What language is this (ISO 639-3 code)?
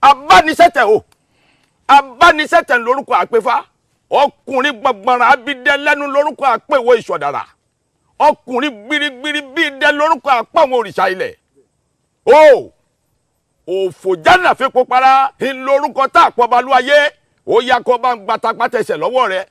yor